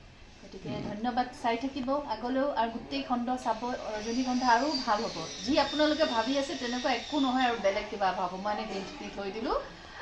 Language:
Assamese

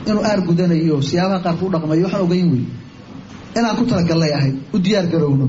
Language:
Somali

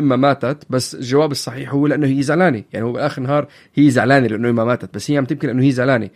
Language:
North Levantine Arabic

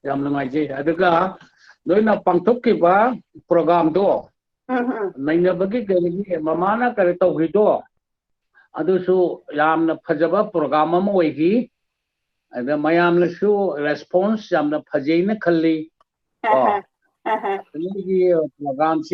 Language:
Manipuri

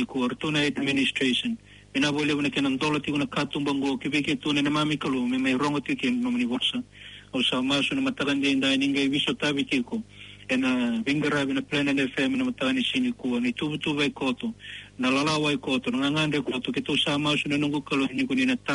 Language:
Fijian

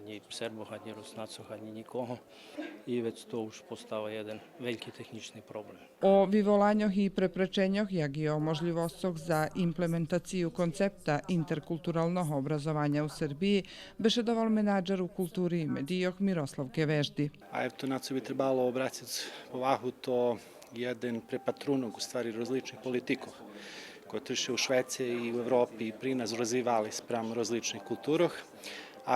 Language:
Rusyn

